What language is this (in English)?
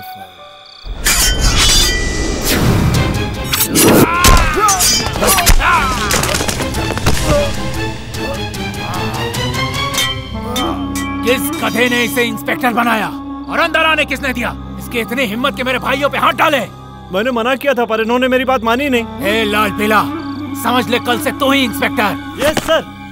Hindi